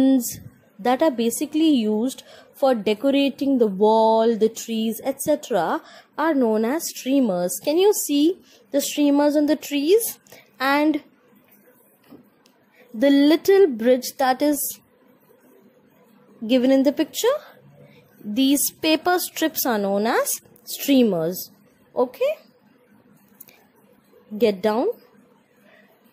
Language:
English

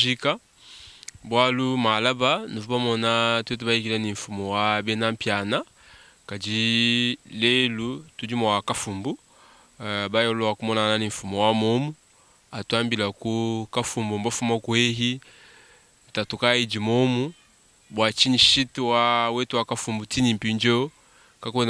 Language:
Luba-Lulua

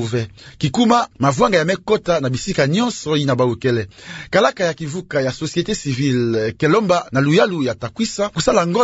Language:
Kituba (Democratic Republic of Congo)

